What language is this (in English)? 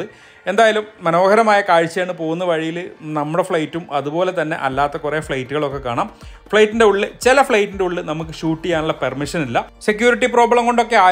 Malayalam